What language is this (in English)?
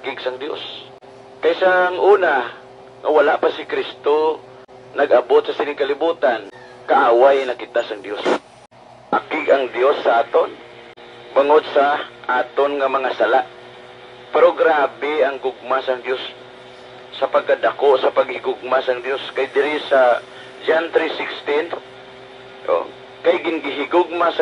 Hiligaynon